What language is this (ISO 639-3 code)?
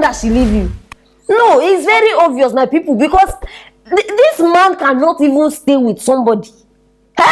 pcm